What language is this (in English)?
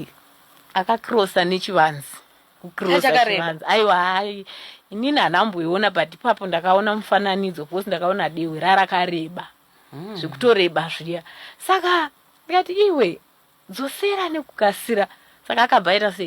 Shona